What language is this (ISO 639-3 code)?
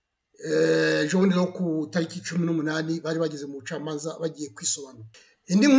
kin